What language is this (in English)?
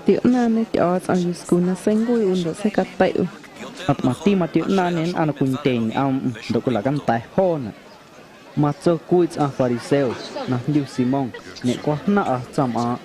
Guerrero Amuzgo